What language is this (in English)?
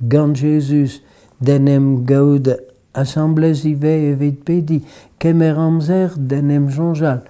Breton